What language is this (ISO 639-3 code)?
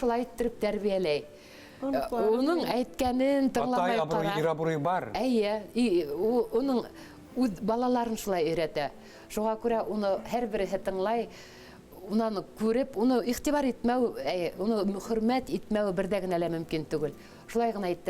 bak